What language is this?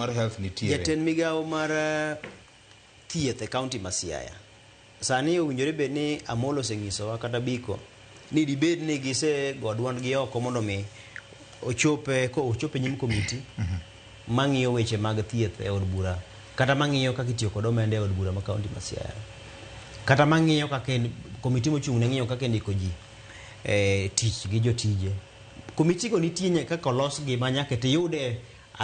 Luo (Kenya and Tanzania)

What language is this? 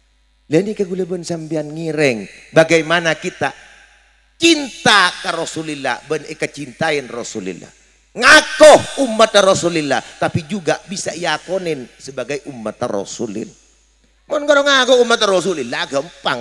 Madurese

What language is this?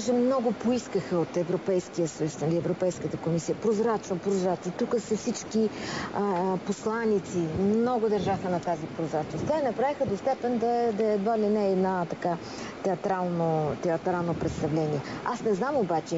Bulgarian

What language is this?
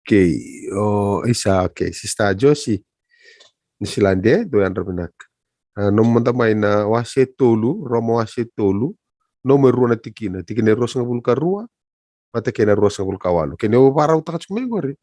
Fijian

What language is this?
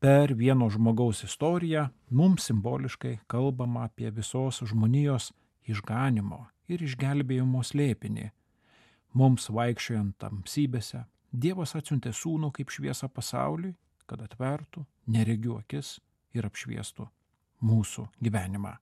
Lithuanian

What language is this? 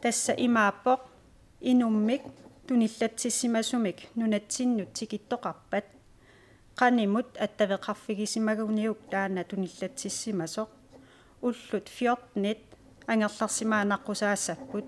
Kalaallisut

